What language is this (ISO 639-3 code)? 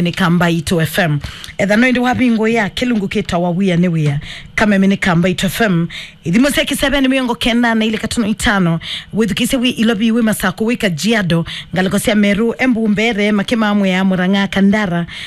kam